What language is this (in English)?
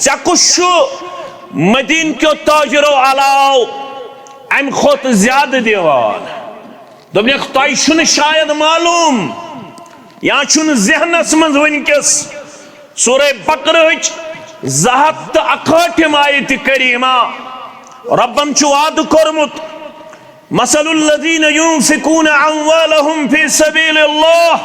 Kashmiri